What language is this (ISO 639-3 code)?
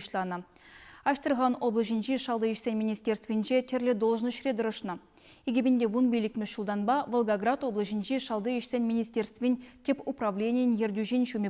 chv